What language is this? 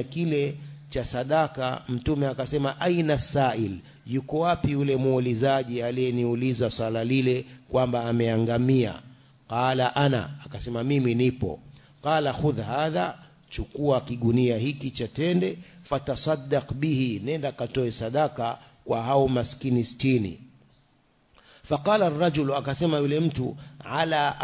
Swahili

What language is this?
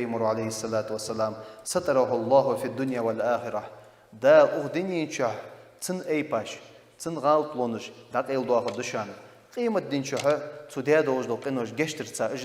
Ingush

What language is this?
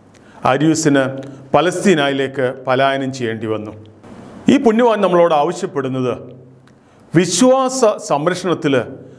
Malayalam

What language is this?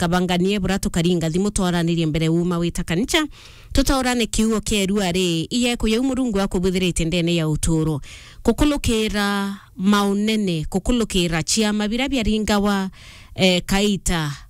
Meru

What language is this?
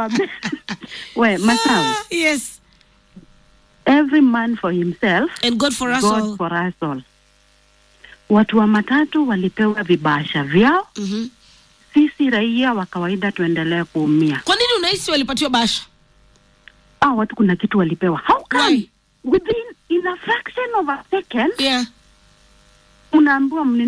Swahili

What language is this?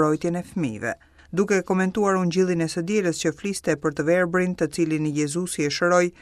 Albanian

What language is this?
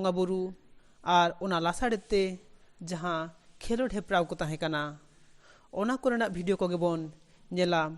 Santali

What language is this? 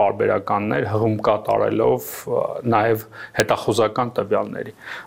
Armenian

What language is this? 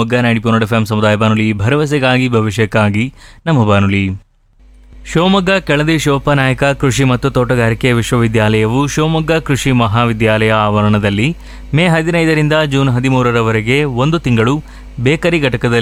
Kannada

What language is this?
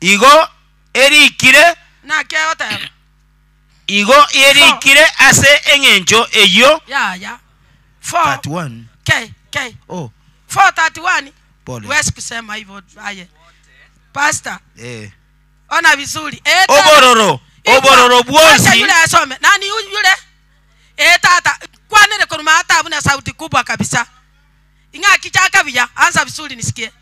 Gusii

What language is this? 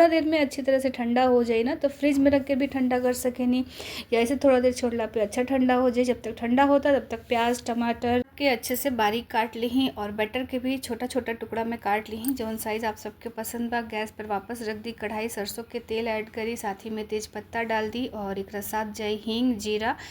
Bhojpuri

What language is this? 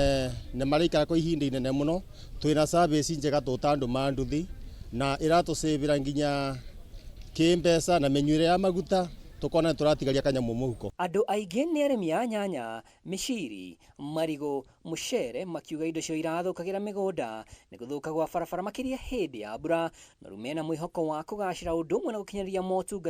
Kikuyu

